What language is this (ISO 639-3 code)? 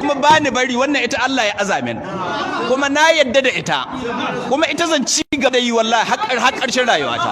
hau